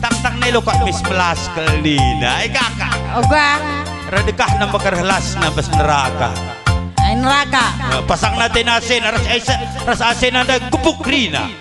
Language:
Batak Karo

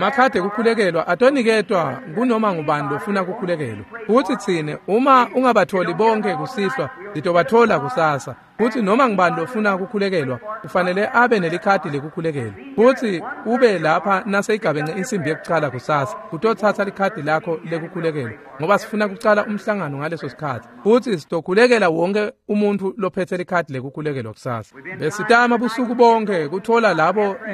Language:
Swati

